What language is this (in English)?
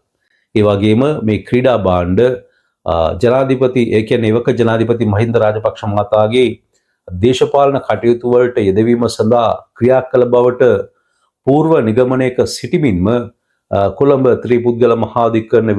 Sinhala